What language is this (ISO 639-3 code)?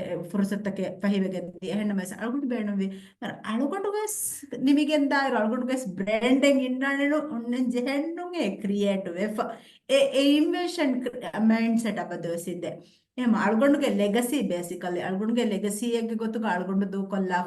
div